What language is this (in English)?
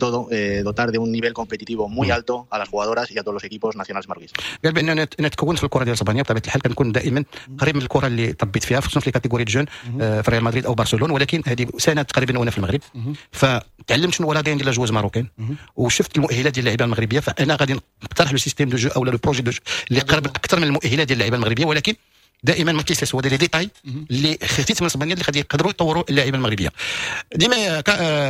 Moroccan Arabic